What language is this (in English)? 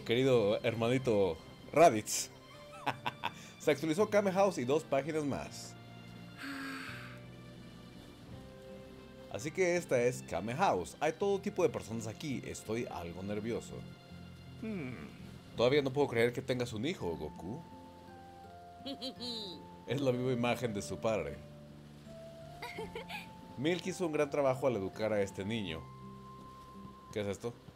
Spanish